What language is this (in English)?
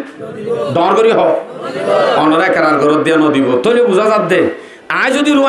Rohingya